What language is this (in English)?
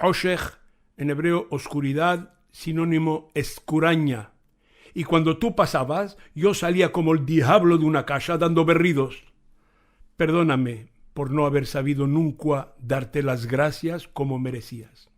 Ladino